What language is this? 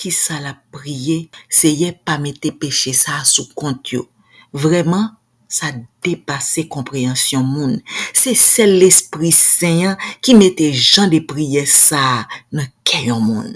Haitian Creole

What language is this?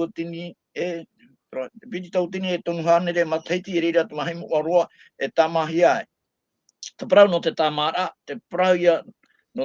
Tahitian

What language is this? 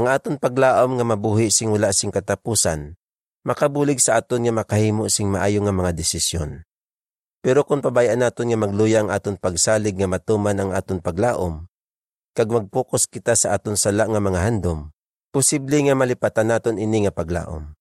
Hiligaynon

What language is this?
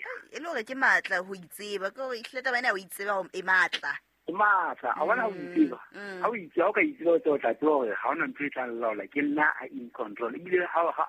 Southern Sotho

